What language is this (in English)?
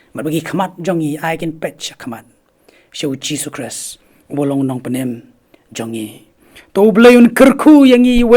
Khasi